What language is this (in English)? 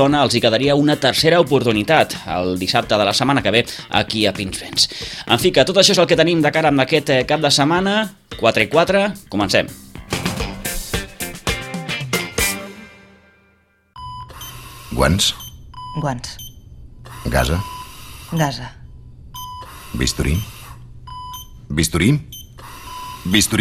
Catalan